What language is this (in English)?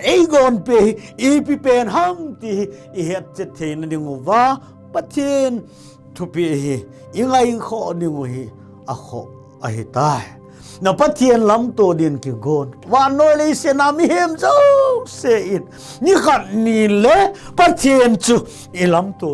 Thado Chin